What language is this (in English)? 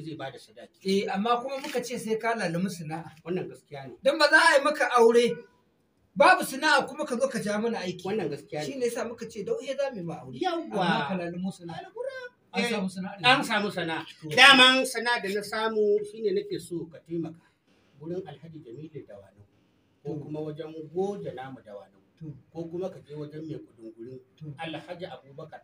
Hausa